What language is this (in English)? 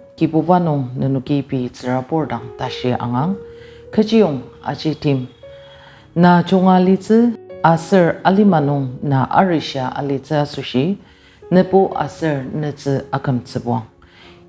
Ao Naga